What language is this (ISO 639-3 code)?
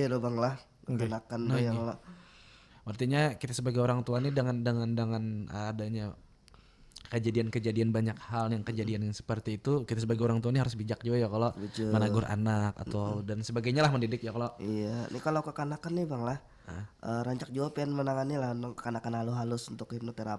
bjn